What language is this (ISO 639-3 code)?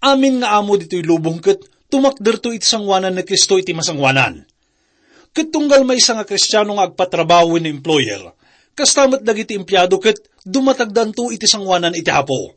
ilo